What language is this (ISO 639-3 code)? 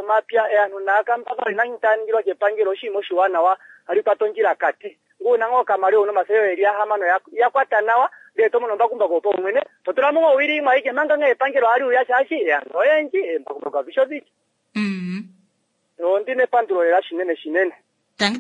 kua